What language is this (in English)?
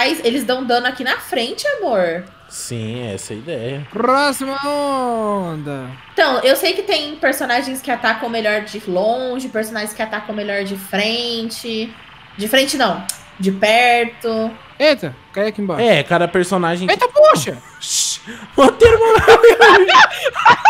Portuguese